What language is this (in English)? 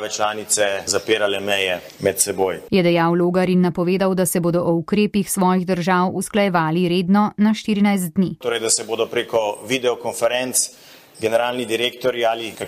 Slovenian